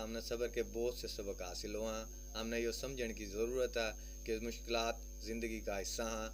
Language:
Haryanvi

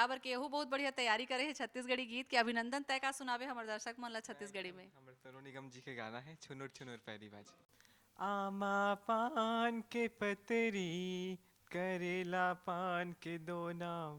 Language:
Chhattisgarhi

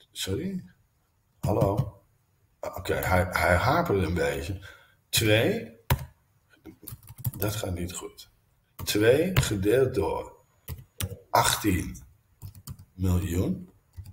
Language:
Dutch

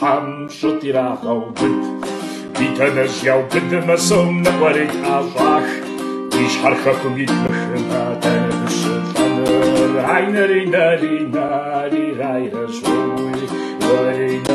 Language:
Kabardian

